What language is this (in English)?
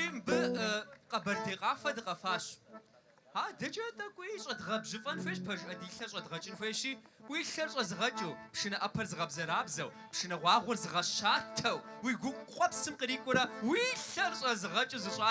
Kabardian